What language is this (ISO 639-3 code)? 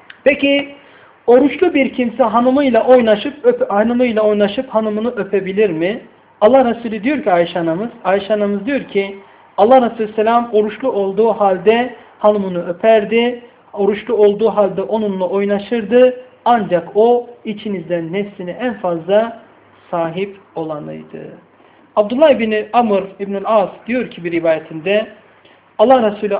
tur